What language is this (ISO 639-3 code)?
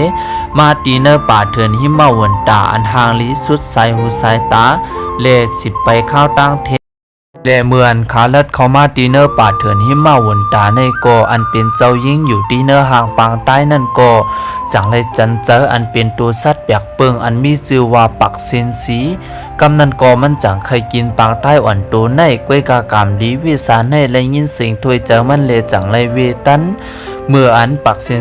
shn